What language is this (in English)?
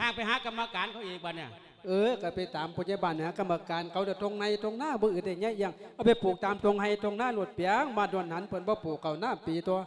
Lao